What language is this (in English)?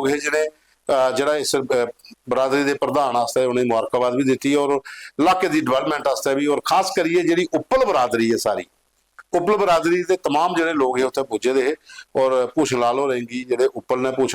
Dogri